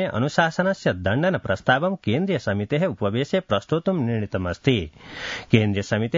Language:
Sanskrit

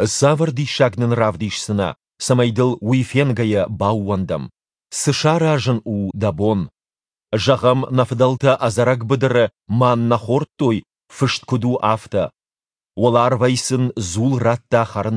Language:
Ossetic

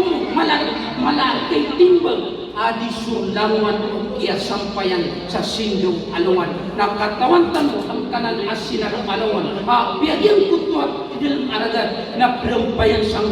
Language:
Maranao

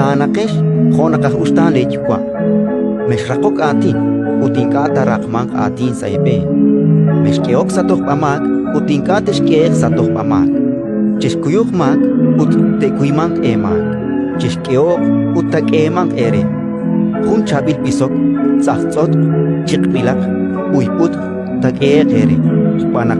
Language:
Kekchí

